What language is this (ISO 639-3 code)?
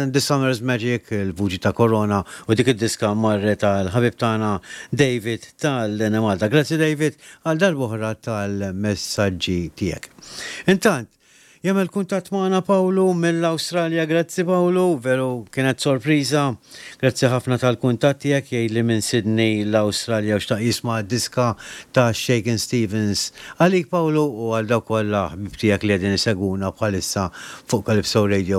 mlt